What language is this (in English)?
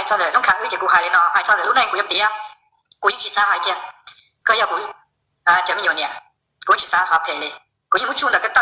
Hmong